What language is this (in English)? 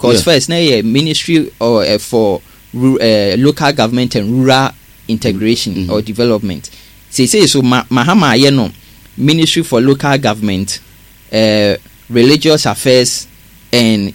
Akan